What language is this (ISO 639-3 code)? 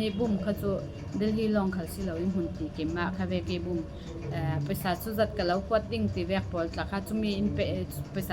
cfm